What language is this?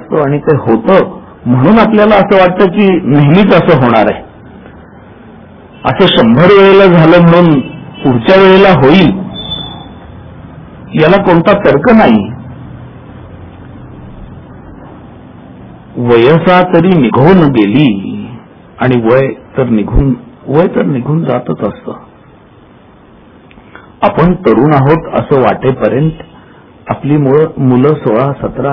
Marathi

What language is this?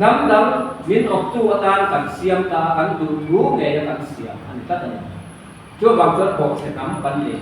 Mizo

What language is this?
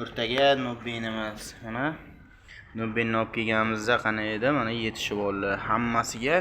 Uzbek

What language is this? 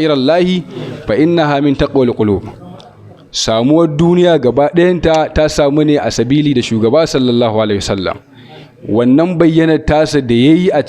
Hausa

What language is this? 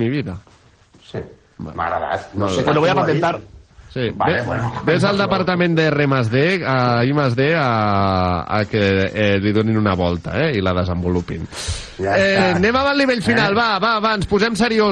Catalan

